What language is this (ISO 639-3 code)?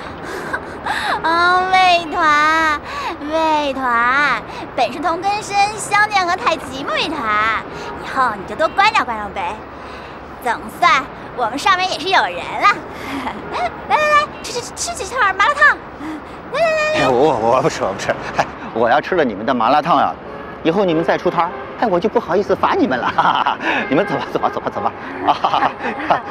zho